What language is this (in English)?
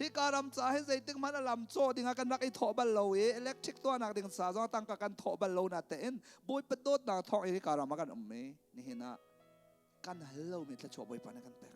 Hakha Chin